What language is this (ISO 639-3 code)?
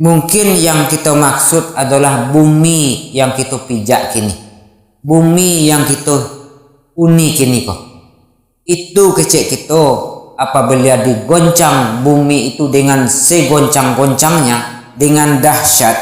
min